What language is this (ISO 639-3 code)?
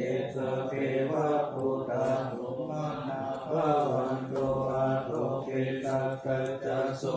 pli